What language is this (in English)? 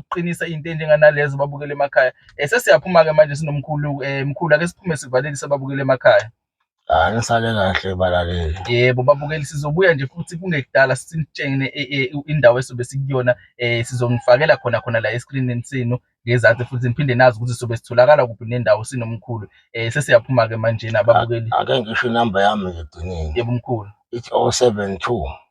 Zulu